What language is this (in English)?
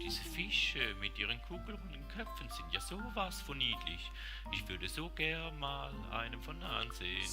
Swiss German